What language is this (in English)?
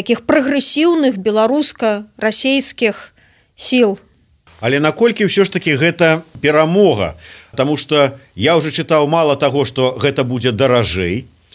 Belarusian